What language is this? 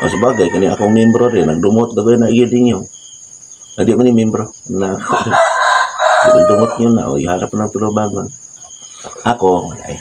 Cebuano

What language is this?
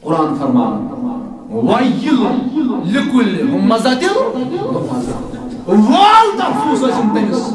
Kashmiri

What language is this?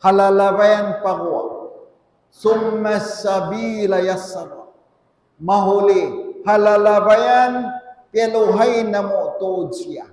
Tausug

